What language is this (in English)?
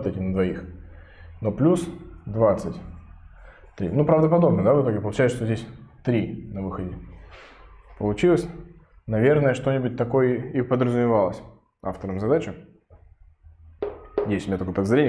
Russian